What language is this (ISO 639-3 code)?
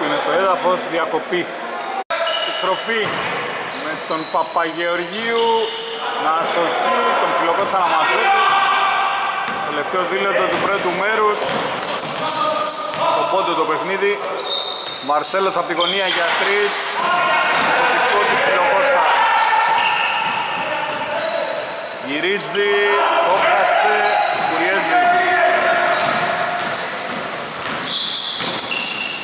ell